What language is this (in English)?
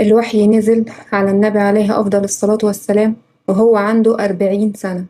Egyptian Arabic